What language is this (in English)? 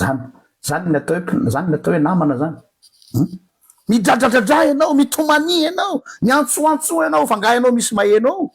Malagasy